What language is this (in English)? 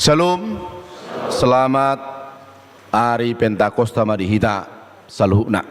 Batak Toba